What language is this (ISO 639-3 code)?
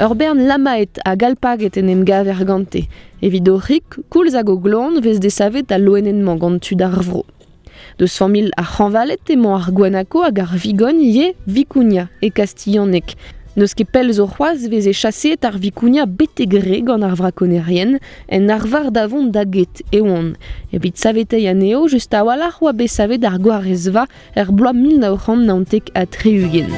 bre